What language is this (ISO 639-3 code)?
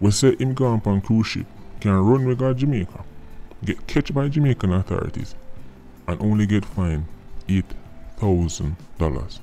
jam